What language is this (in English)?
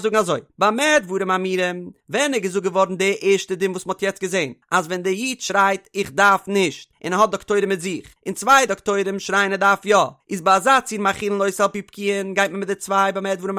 Yiddish